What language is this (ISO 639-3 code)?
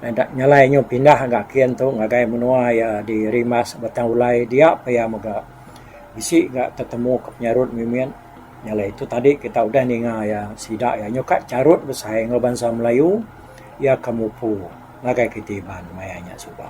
iba